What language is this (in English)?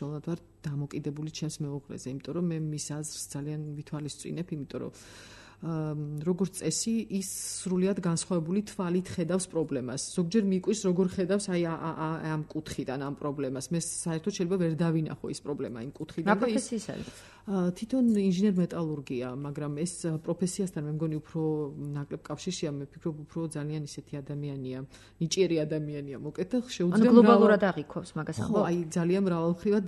Georgian